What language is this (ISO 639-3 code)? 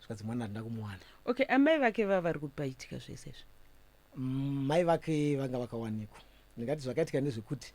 sna